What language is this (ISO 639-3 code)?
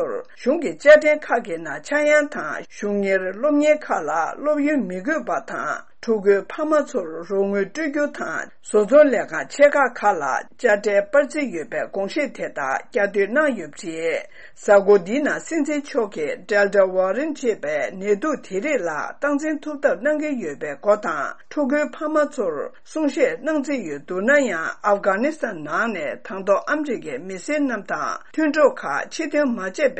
bod